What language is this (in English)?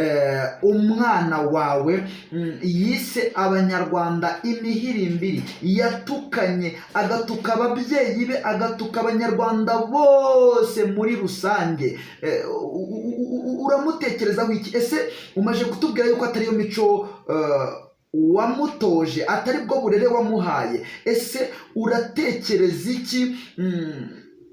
Kinyarwanda